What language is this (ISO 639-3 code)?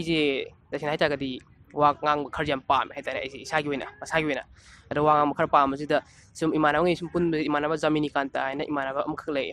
mni